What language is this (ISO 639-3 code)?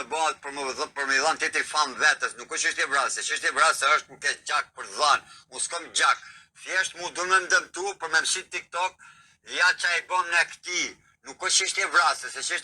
sqi